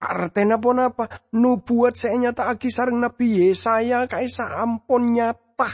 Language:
Madurese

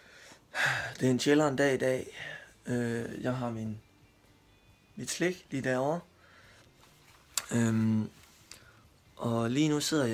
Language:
Danish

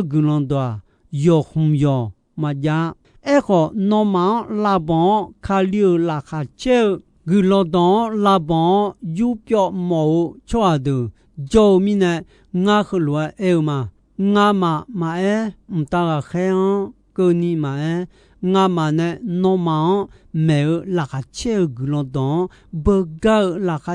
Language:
Akha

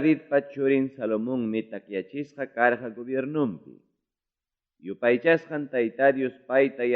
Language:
Ayacucho Quechua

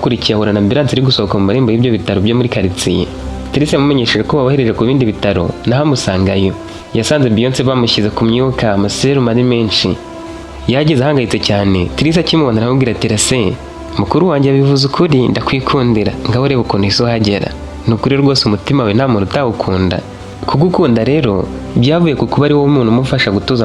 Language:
Kinyarwanda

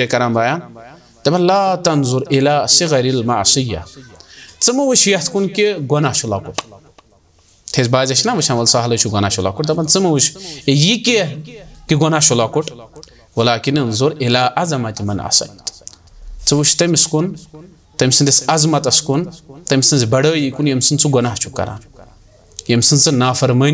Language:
Kashmiri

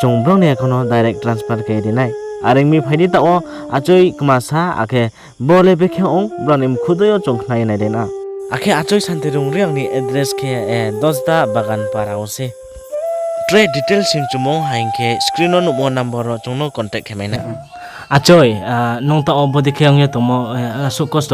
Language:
Riang (India)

